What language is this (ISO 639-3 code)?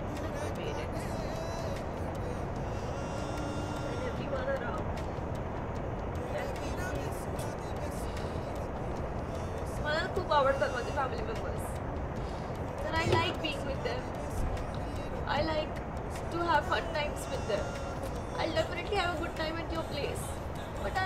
mar